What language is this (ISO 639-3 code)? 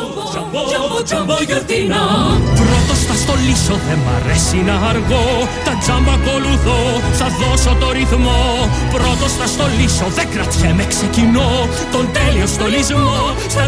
ell